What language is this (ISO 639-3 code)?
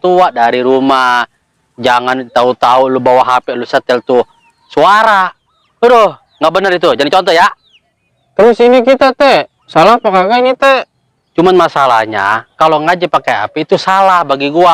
bew